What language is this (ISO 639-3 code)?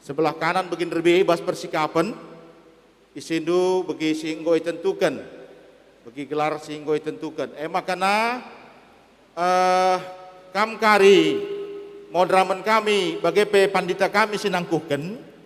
btx